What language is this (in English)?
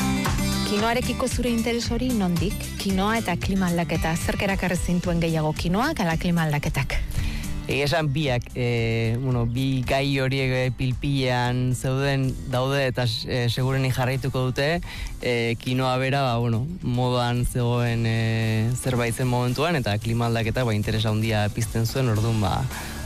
Basque